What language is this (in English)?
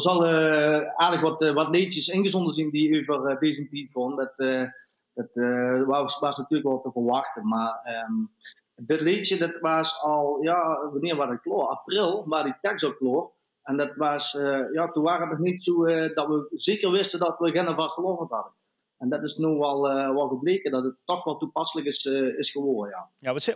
Limburgish